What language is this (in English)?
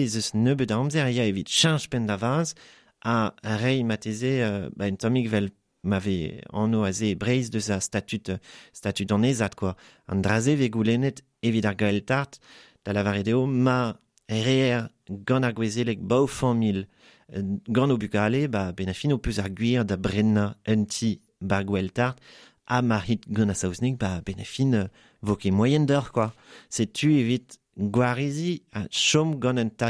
Breton